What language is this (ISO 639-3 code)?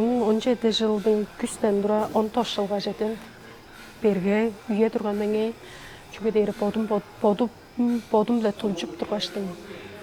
tyv